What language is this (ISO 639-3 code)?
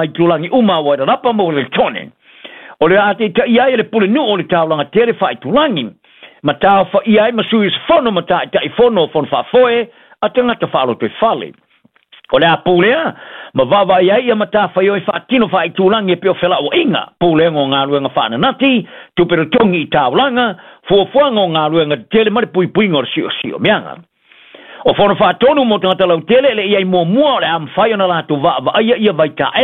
smo